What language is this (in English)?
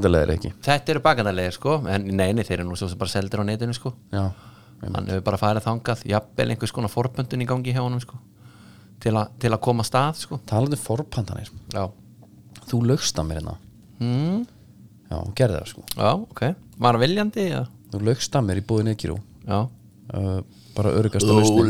Icelandic